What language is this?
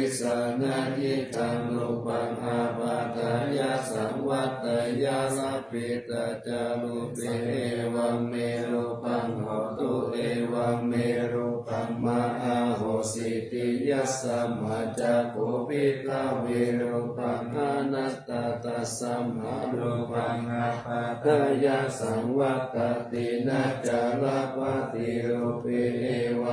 Pali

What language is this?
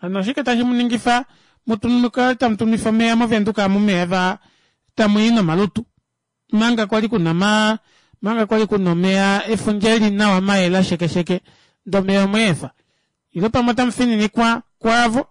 Kuanyama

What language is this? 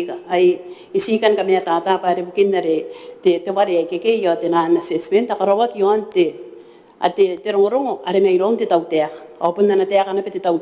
Gilbertese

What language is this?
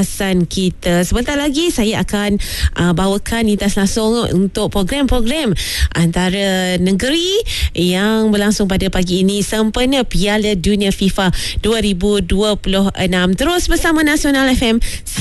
Malay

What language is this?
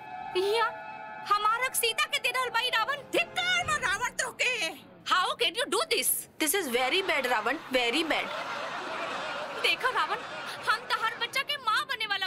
Bhojpuri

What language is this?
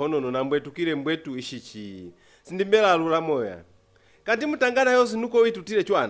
Lozi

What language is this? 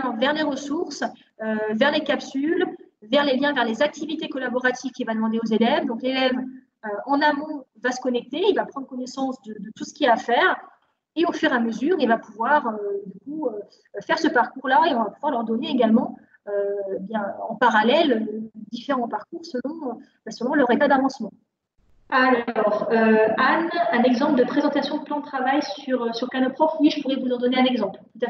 French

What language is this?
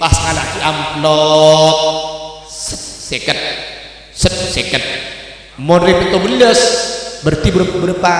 Madurese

